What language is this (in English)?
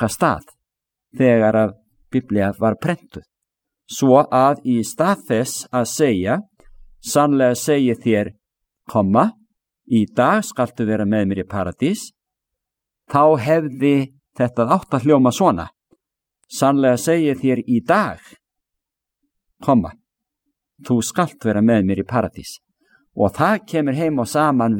Icelandic